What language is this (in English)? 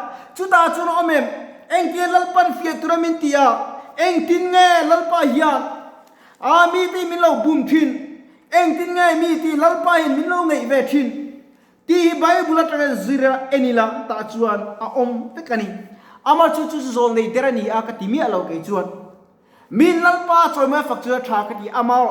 Mizo